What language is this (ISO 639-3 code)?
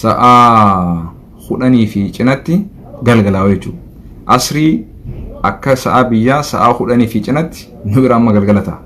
orm